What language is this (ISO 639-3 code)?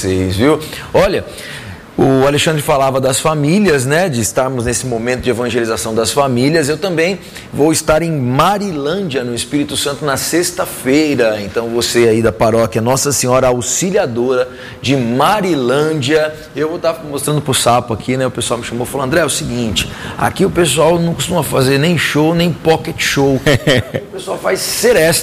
por